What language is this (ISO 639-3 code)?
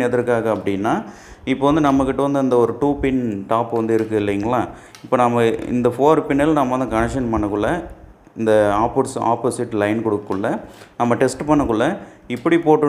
tam